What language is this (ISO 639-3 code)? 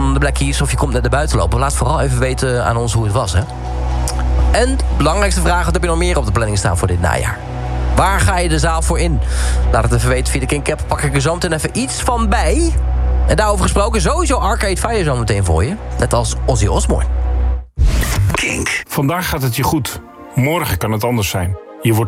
nld